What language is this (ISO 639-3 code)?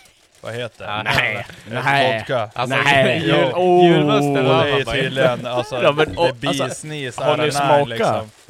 swe